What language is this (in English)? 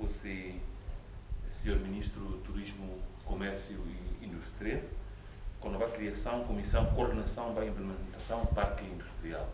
Tetum